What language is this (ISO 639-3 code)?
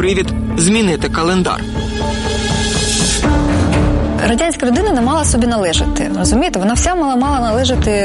ukr